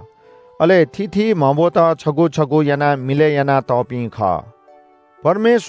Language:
Newari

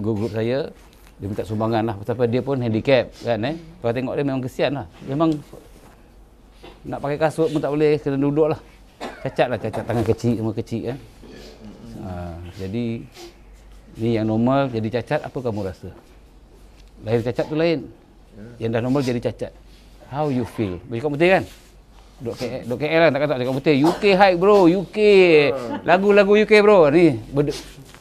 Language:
Malay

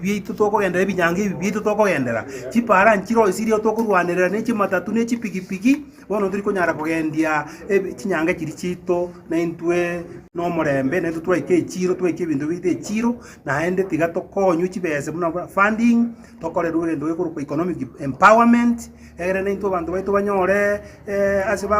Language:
Gusii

